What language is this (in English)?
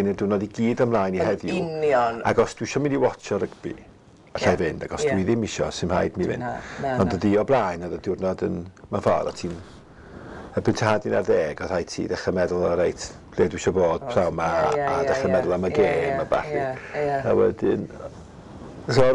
Welsh